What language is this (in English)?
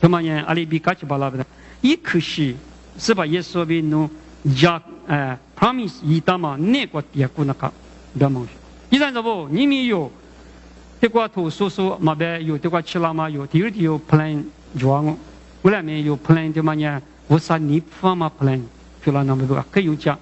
Lisu